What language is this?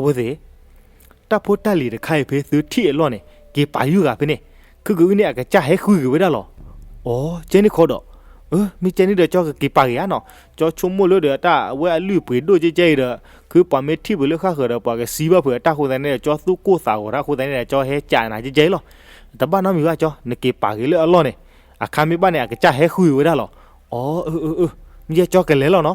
S'gaw Karen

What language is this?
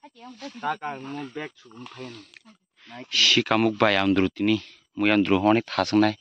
Kok Borok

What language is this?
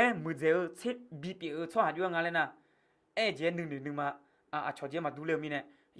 Akha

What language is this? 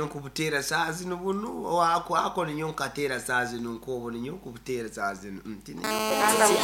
Nyankole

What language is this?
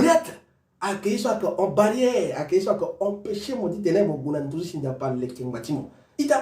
Sango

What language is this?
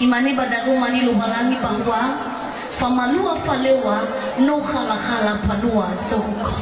Nias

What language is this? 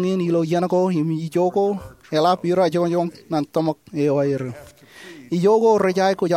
Marshallese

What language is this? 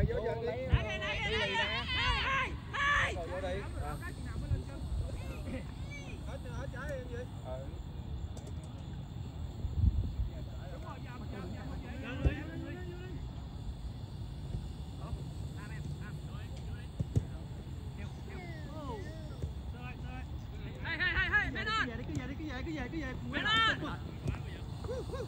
Vietnamese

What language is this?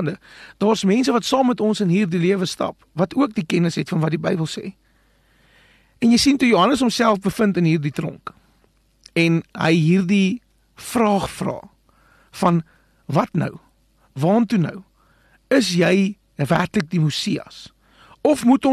Afrikaans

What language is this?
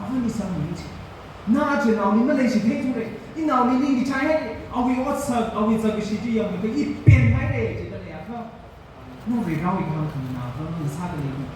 Tangkhul Naga (India)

